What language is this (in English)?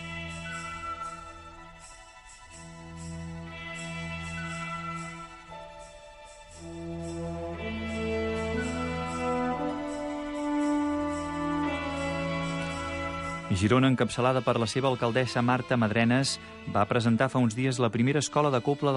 Catalan